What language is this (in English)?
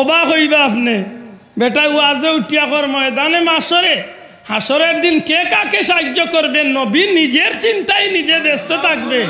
Sylheti